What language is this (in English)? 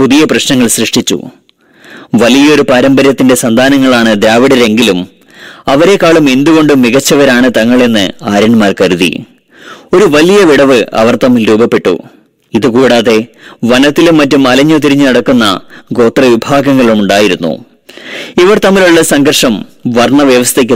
Malayalam